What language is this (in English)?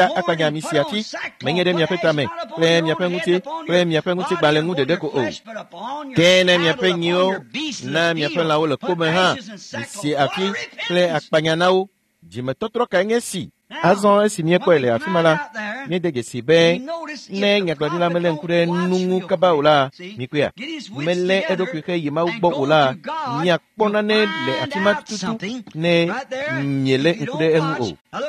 Ewe